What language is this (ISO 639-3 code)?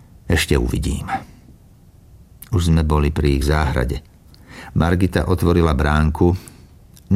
slk